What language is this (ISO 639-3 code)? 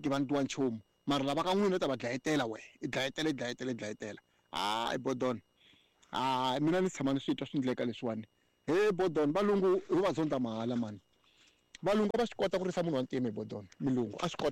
tso